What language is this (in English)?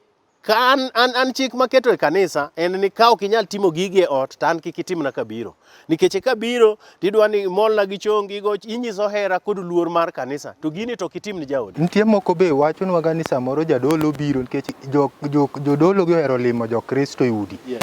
Luo (Kenya and Tanzania)